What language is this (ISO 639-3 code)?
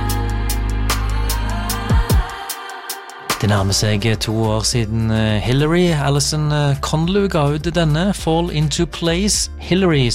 nor